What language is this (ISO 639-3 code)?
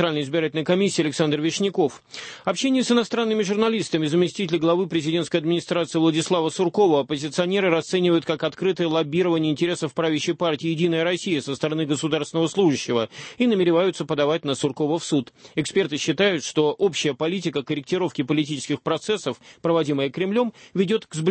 rus